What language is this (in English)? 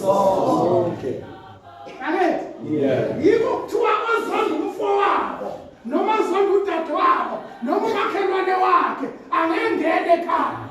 Zulu